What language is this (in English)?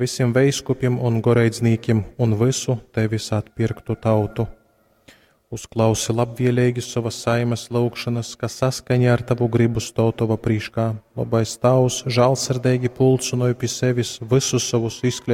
Latgalian